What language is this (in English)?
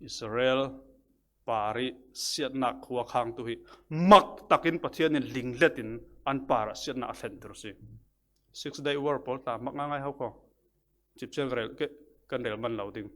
Falam Chin